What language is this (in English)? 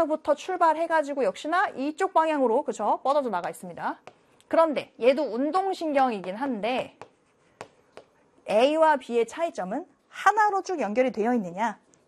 Korean